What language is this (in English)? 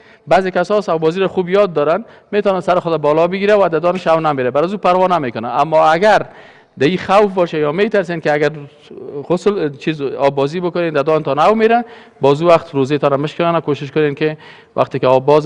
Persian